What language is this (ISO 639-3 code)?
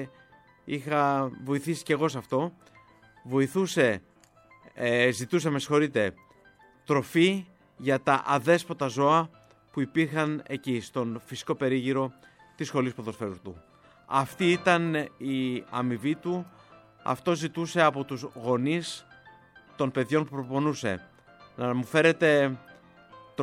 ell